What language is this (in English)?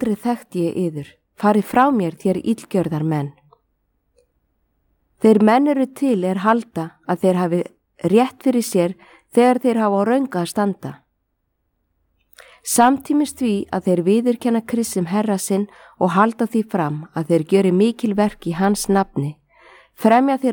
Icelandic